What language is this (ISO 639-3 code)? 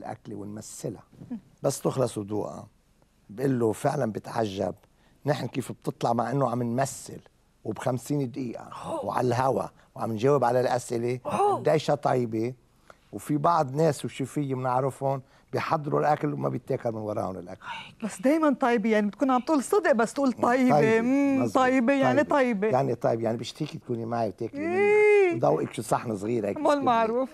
apc